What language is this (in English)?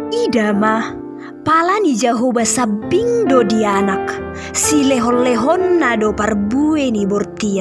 Batak Toba